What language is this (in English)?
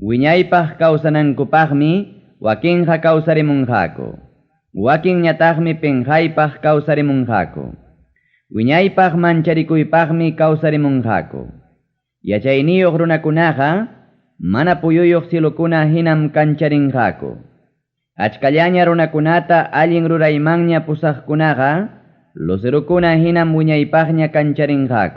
Ayacucho Quechua